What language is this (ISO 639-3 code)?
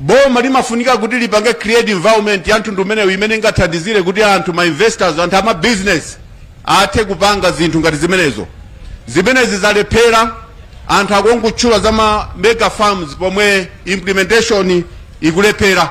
nya